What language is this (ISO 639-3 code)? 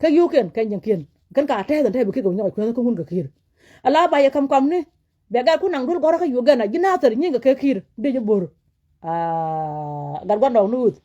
nus